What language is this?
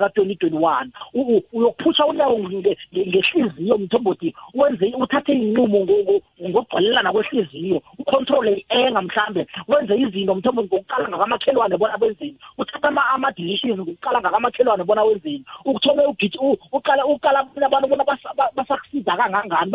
South Ndebele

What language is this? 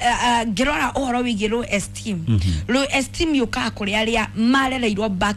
Kikuyu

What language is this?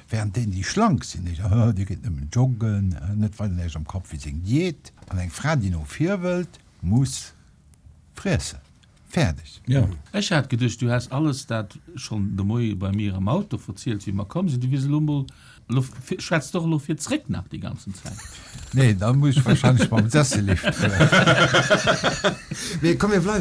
Luxembourgish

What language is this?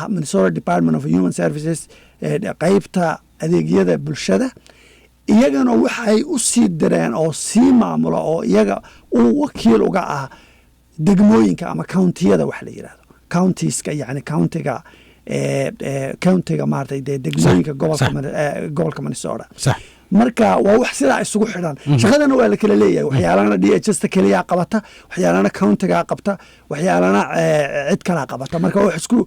Somali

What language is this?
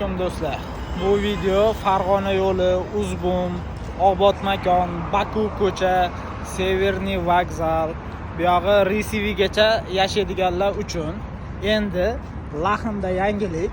Uzbek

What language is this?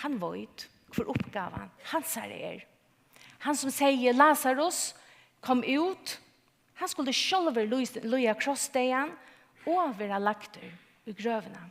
Faroese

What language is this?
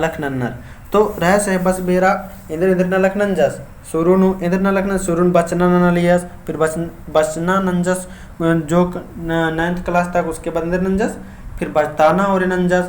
Kurukh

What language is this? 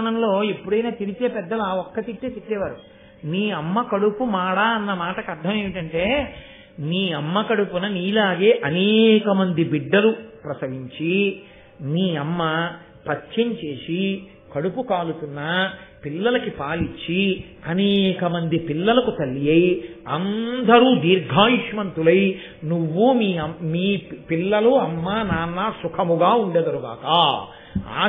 Telugu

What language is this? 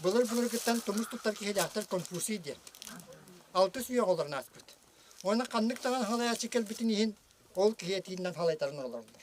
Yakut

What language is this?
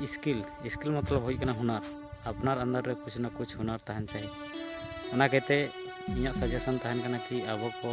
Santali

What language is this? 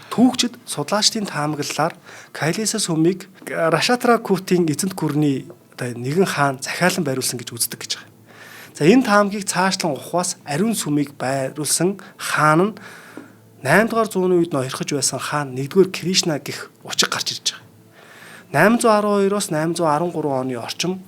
Mongolian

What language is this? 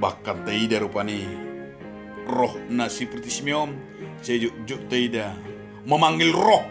Batak Toba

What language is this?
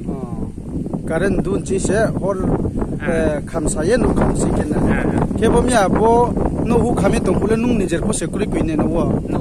Riang (India)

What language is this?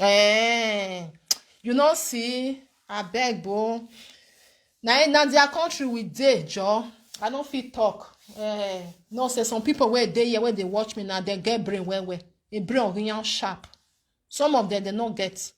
Nigerian Pidgin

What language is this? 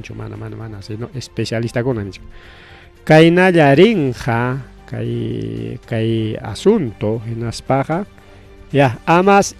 Ayacucho Quechua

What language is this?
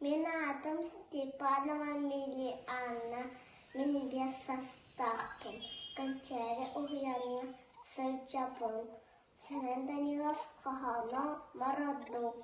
Yakut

